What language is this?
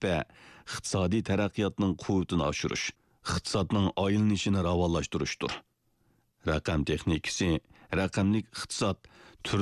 Uyghur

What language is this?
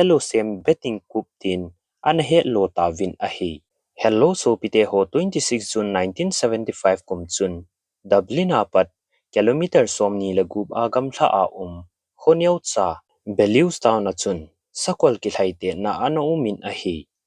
Thado Chin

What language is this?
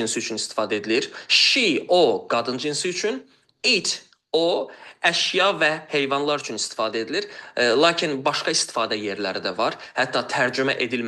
Azerbaijani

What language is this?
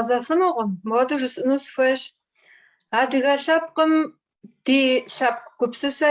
Kabardian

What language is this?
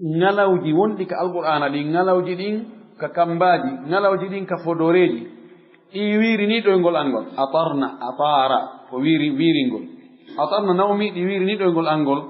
Fula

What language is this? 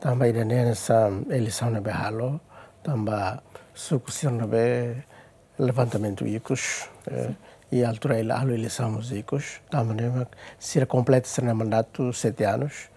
Tetum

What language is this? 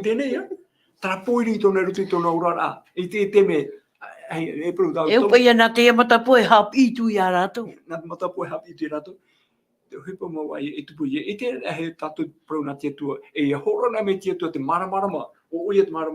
Tahitian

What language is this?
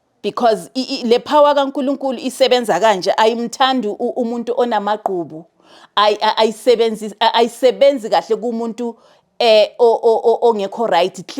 Zulu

